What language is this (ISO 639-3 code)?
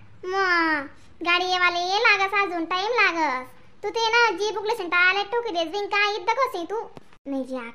khn